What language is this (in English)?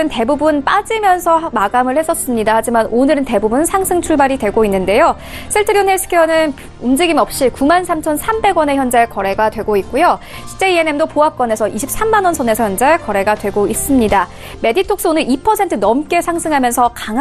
Korean